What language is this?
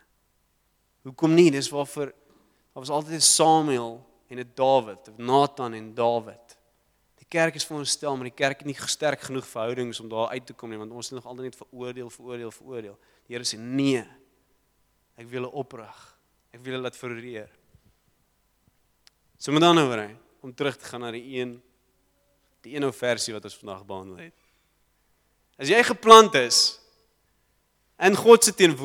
Afrikaans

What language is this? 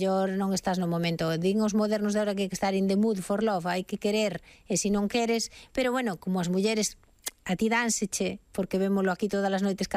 Galician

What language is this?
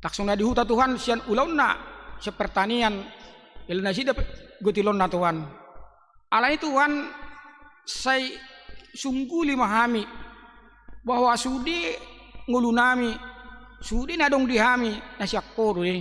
Batak Toba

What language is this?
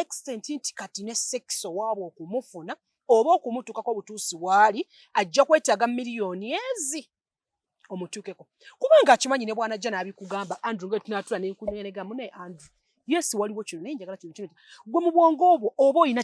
Ganda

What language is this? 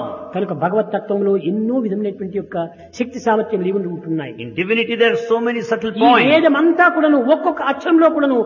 Telugu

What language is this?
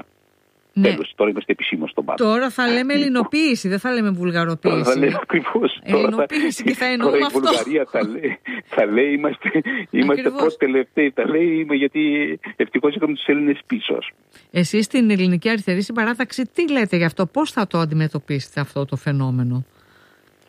Greek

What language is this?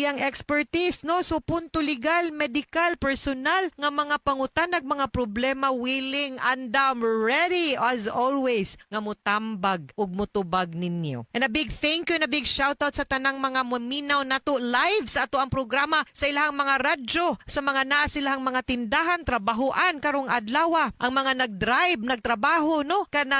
Cebuano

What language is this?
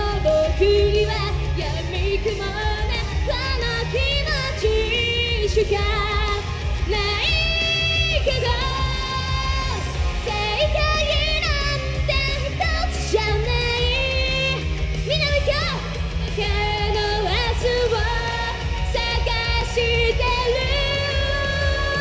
Japanese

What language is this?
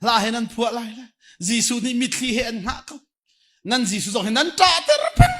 Hakha Chin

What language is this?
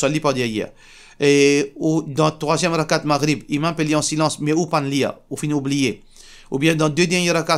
Morisyen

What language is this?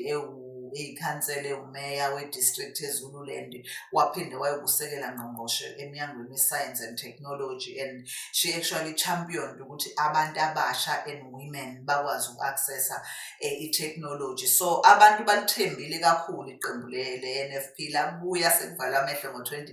Zulu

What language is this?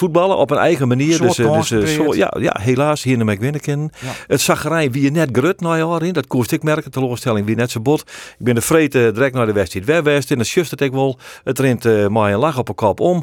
Western Frisian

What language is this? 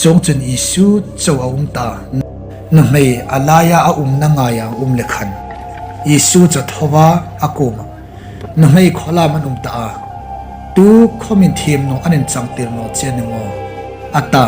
Hmar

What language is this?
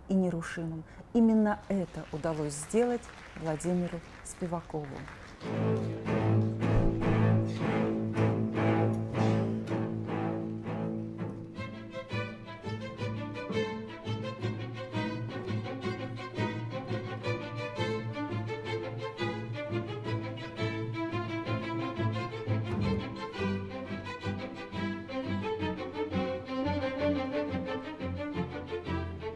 Russian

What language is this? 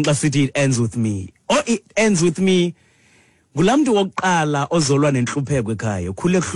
Xhosa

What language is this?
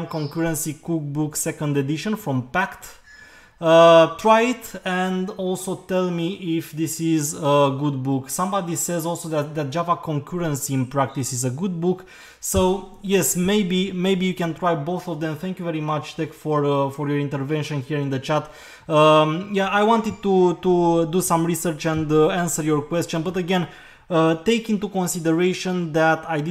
English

